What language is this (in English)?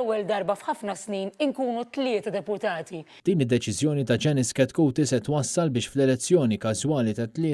Maltese